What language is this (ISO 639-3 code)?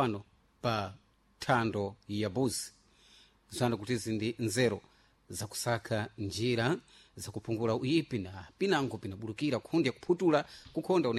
seh